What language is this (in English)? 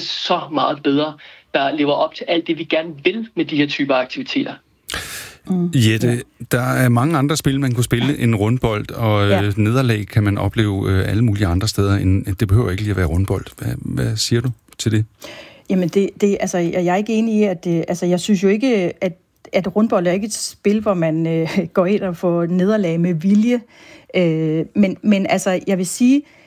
Danish